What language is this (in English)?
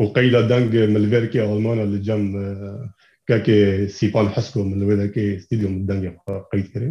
Kurdish